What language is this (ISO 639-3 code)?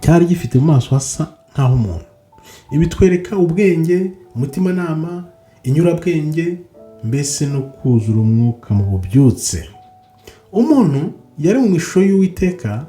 kin